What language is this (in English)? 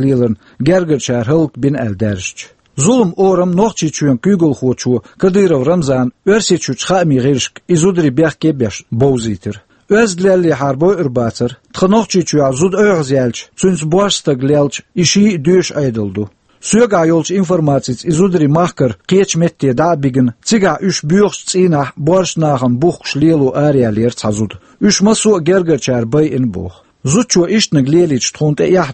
Chechen